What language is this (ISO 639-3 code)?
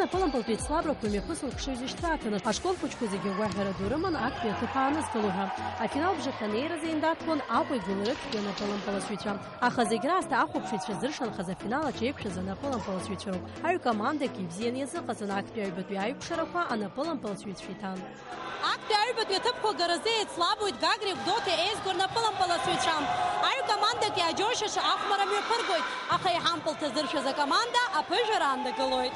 abk